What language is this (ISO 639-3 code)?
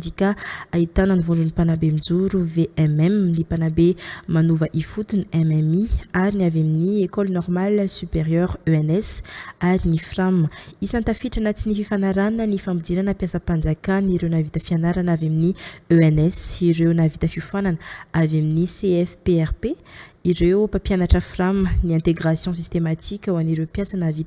mlg